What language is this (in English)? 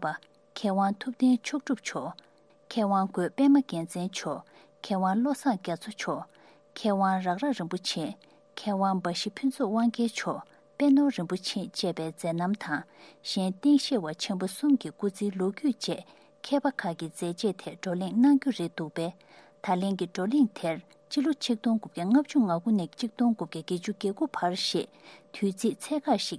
Tibetan